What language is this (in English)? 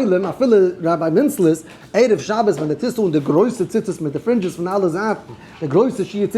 Yiddish